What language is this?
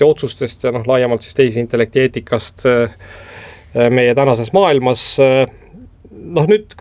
Estonian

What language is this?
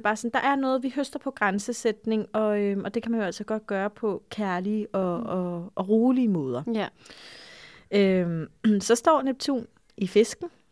Danish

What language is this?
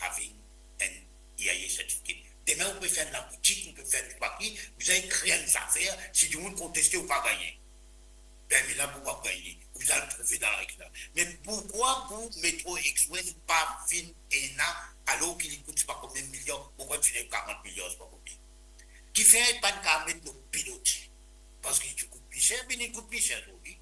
Morisyen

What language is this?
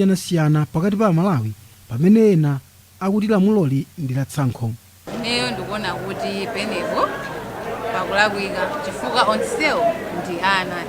Nyanja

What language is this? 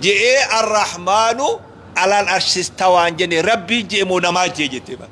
Oromo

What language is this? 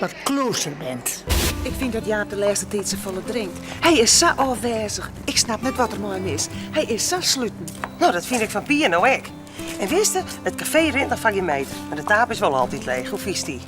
Western Frisian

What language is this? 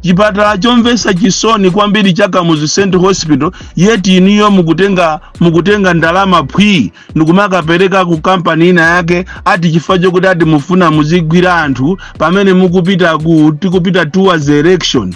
Nyanja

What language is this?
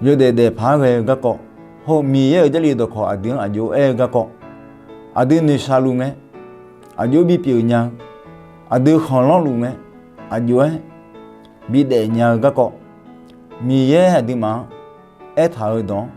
Akha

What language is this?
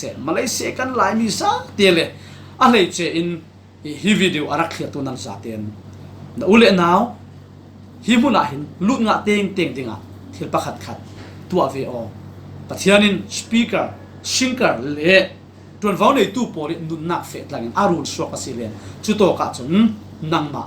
Falam Chin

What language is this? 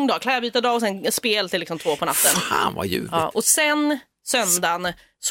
Swedish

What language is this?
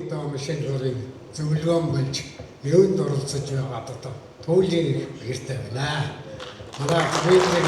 Mongolian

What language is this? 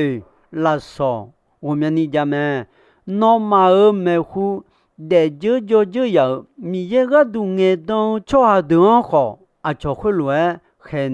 Akha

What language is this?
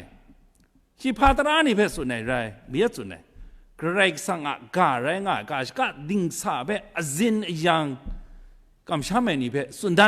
Kachin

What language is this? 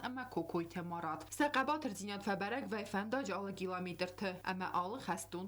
Ossetic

